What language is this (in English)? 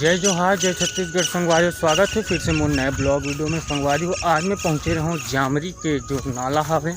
Chhattisgarhi